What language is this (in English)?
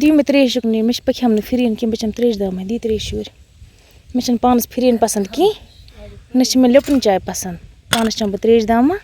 Kashmiri